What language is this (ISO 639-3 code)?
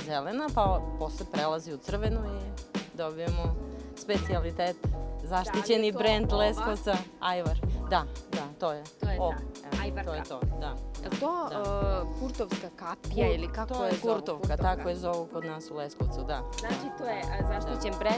srp